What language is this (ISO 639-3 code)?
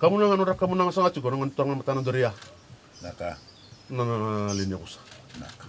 fij